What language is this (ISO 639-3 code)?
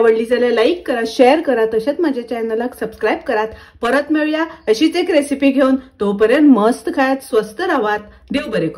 kok